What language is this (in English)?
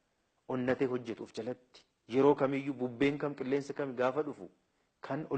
Oromo